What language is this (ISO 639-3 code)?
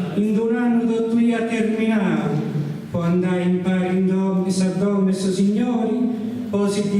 srd